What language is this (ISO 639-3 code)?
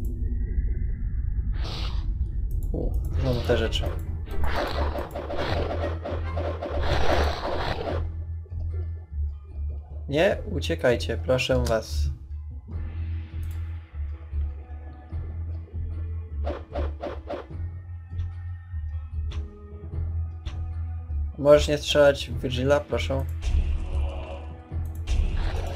pol